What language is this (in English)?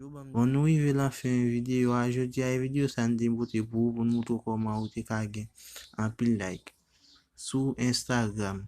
Haitian Creole